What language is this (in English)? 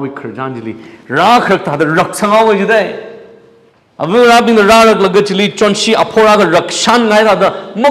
Tangkhul Naga (India)